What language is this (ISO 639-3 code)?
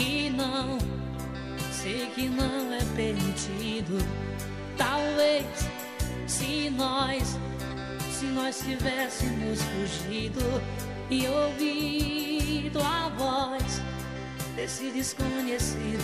por